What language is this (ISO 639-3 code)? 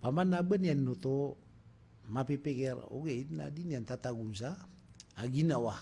mrw